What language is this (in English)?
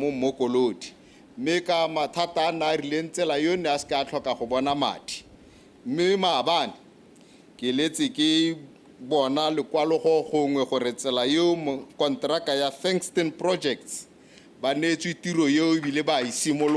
Tswana